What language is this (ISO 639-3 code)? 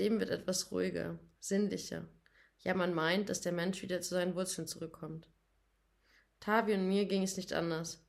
deu